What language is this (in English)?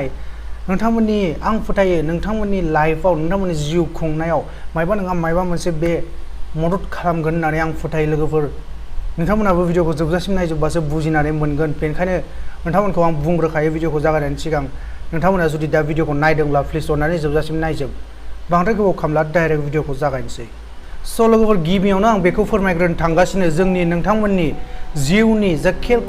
Bodo